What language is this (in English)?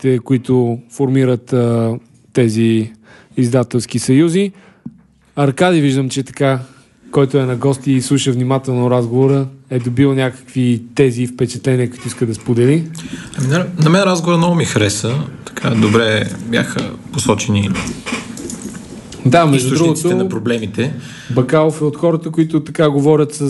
Bulgarian